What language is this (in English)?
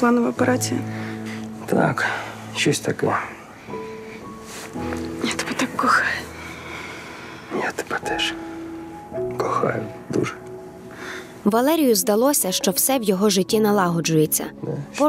Ukrainian